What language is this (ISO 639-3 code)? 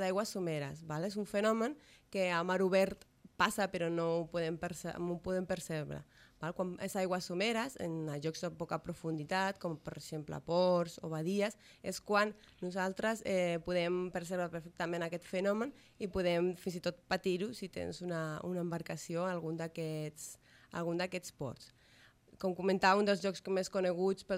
cat